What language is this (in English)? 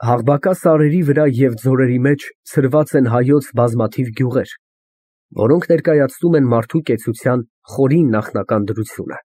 Armenian